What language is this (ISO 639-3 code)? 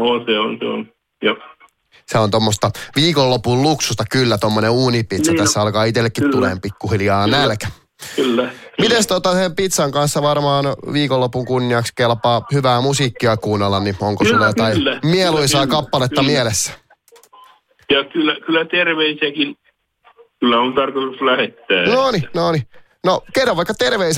fin